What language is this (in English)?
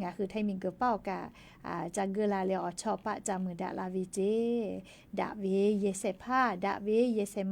Lahu